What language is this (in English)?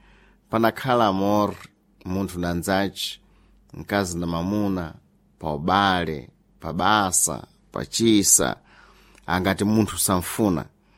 Sena